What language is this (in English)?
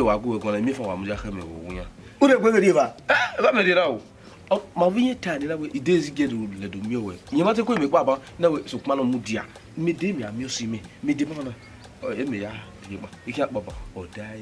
Bini